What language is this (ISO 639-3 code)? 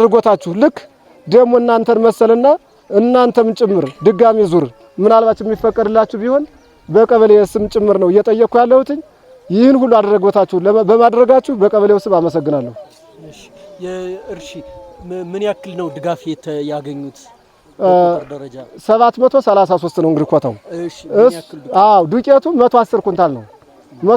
amh